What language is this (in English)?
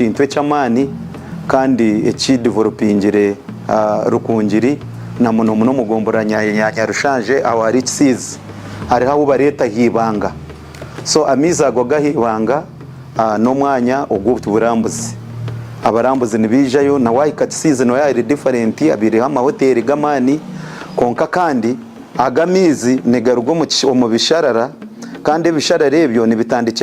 Nyankole